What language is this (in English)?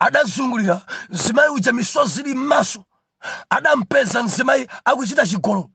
Nyanja